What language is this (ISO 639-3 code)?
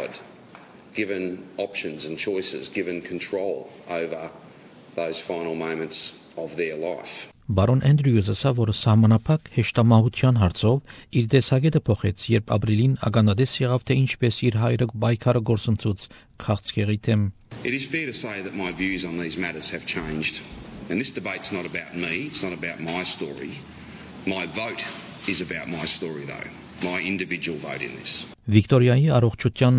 hye